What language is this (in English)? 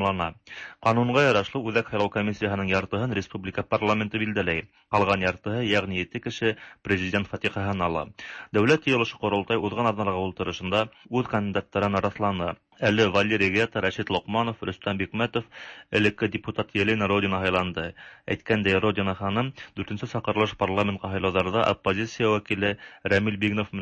Tatar